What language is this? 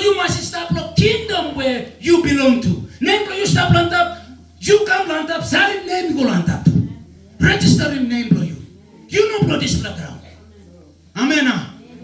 Tok Pisin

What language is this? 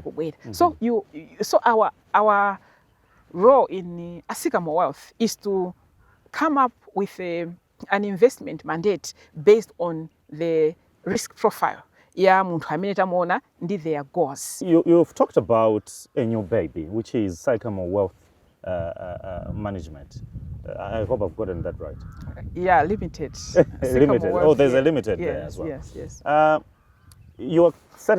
Nyanja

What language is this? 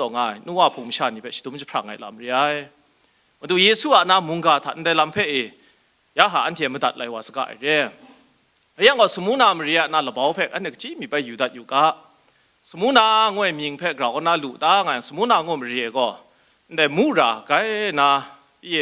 Kachin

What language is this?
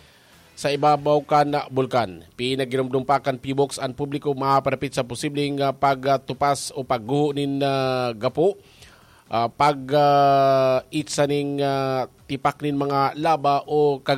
Bikol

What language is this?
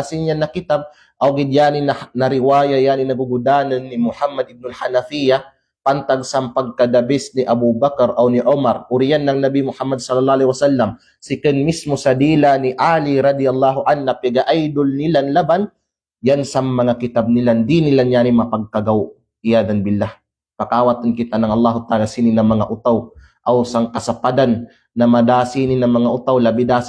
Kalagan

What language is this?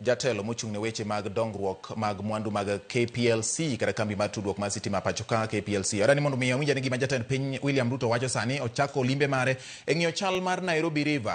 Luo (Kenya and Tanzania)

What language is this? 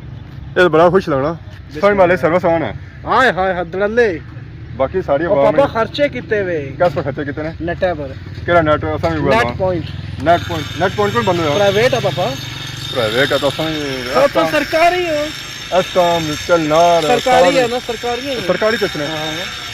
Pahari-Potwari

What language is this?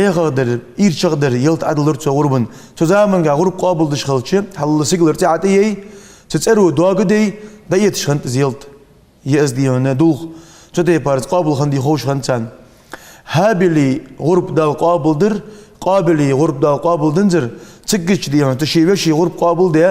Ingush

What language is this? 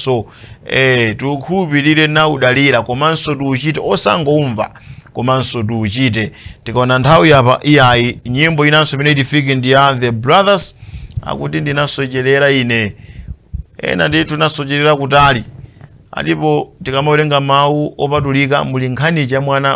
Nyanja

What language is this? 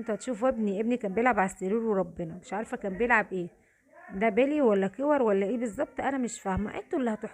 Egyptian Arabic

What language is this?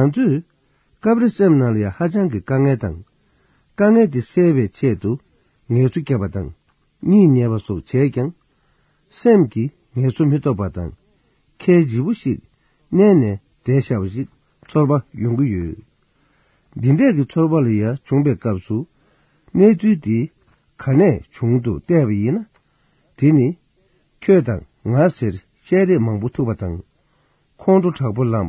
Tibetan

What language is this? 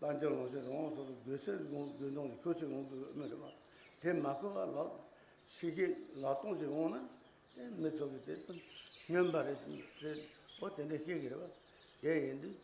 Tibetan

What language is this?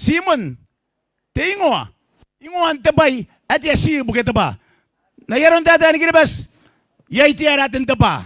Gilbertese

